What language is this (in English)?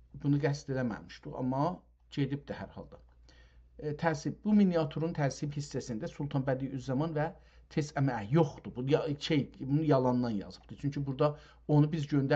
South Azerbaijani